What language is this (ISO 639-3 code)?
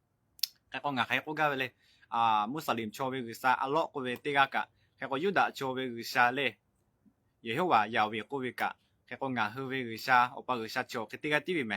lhu